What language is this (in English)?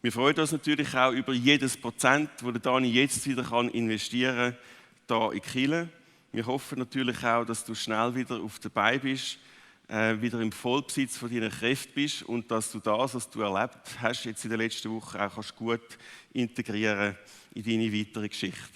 Swiss German